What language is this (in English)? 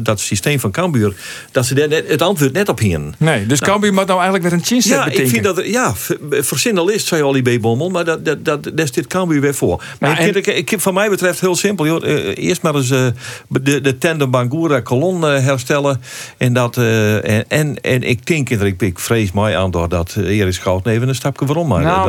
Western Frisian